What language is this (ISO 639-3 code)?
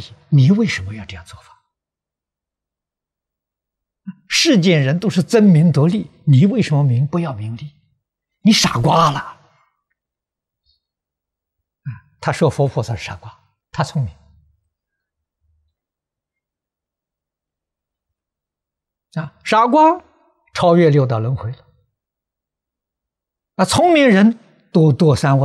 zho